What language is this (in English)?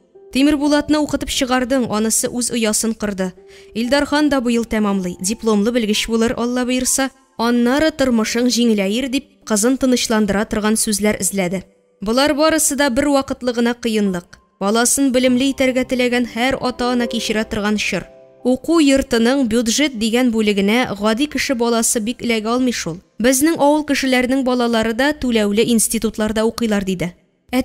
Tatar